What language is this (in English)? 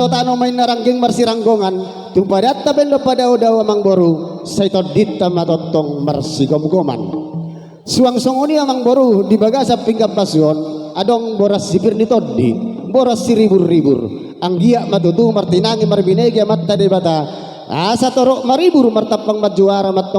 Batak Toba